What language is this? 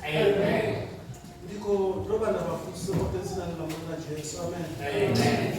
Venda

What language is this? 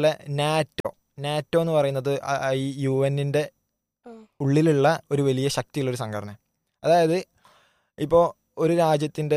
Malayalam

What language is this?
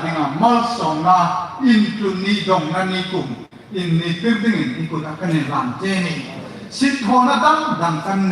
Hmar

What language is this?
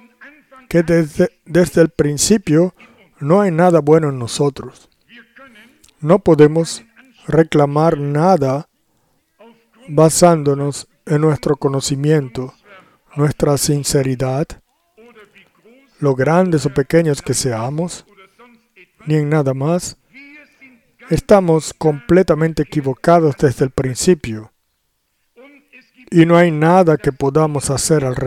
Spanish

